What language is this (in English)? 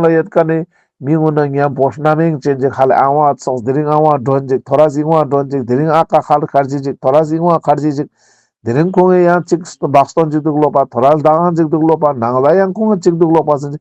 Ladakhi